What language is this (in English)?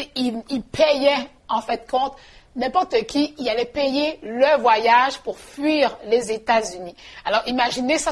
French